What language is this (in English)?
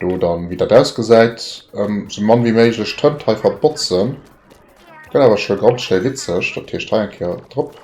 Luxembourgish